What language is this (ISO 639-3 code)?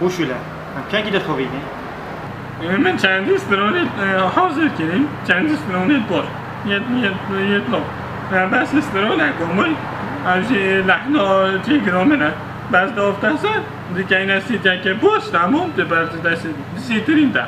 kur